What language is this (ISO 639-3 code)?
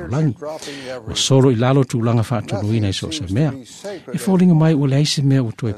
smo